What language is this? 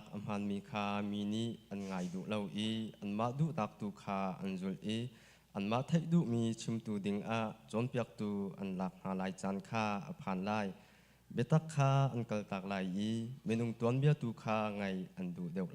Hakha Chin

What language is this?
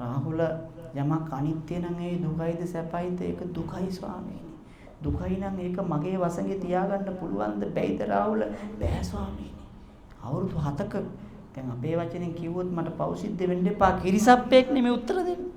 Sinhala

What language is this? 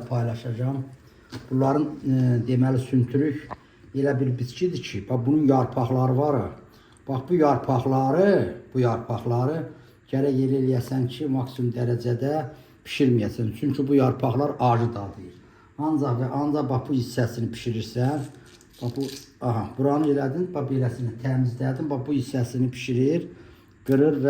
Azerbaijani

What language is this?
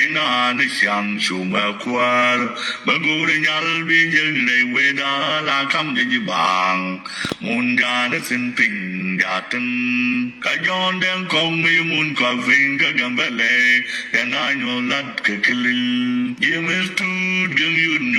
Nuer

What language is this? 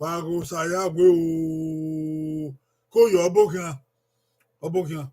Bini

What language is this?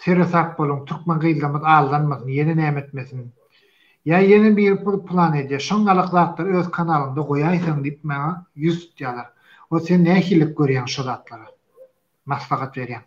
Turkmen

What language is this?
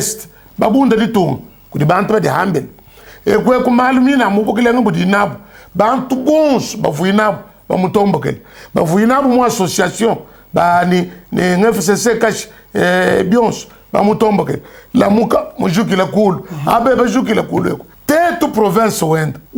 Luba-Lulua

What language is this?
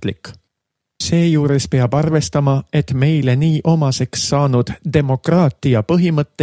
Estonian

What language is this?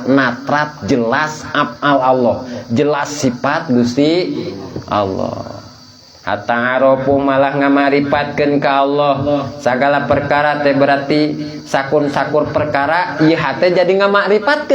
Sundanese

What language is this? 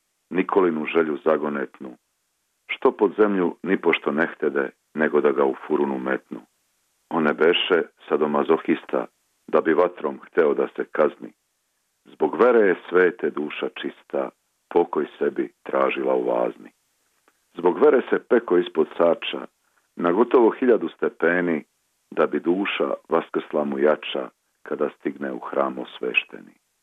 Serbian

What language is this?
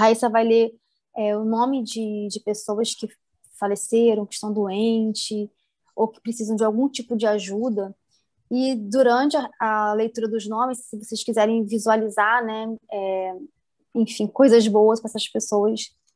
Portuguese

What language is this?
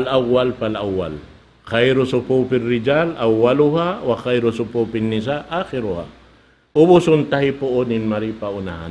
Tausug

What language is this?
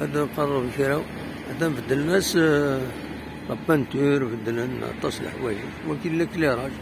Kabyle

